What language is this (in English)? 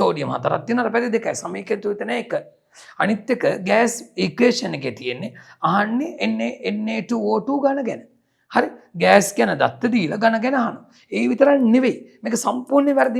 Sinhala